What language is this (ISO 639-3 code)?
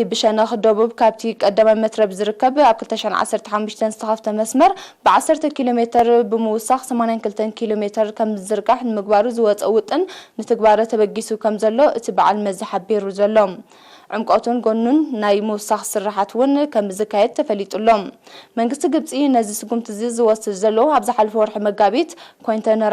tir